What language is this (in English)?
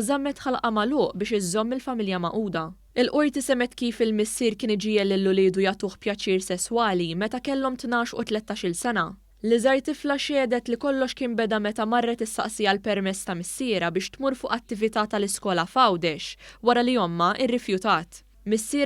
Maltese